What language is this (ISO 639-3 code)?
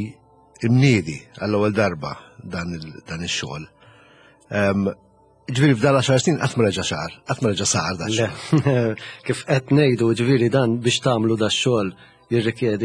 mlt